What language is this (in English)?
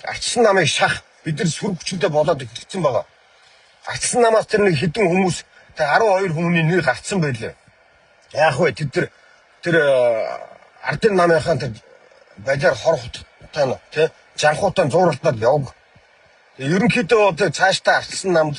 Mongolian